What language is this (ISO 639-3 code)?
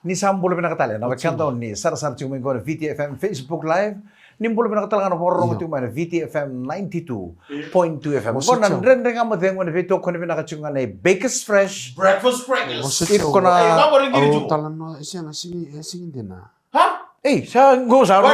fij